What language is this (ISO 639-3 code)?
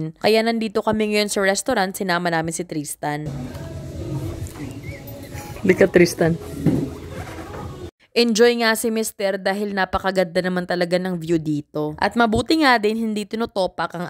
fil